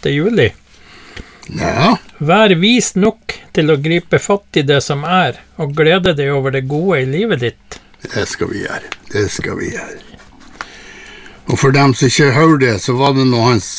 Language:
Norwegian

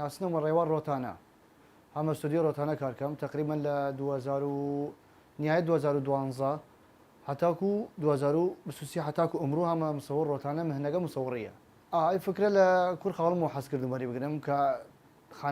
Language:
Southern Kurdish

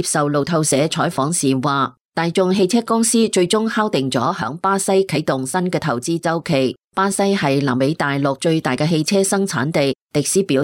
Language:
Cantonese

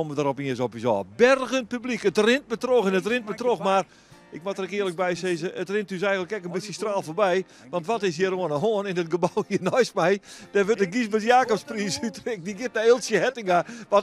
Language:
Western Frisian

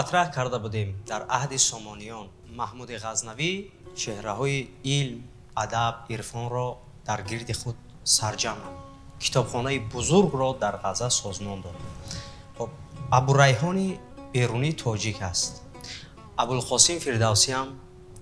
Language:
Tajik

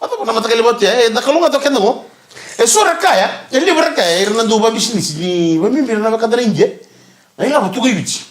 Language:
Fijian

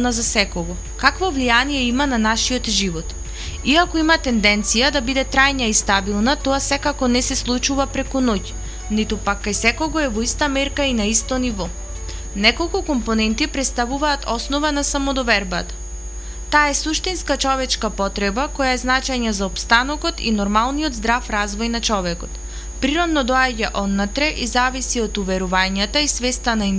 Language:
Macedonian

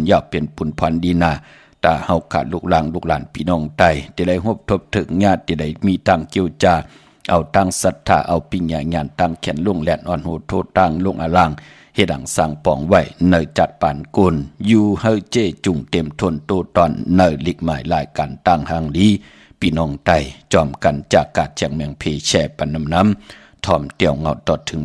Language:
Shan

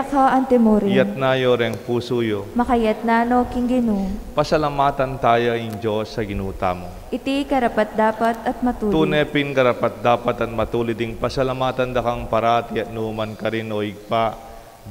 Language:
Pampanga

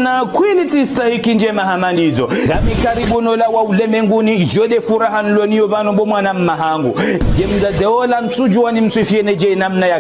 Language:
Ngazidja Comorian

